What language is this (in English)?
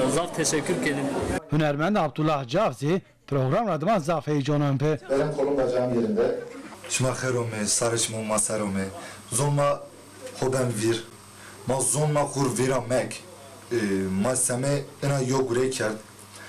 Zaza